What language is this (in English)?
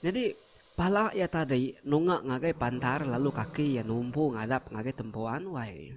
Iban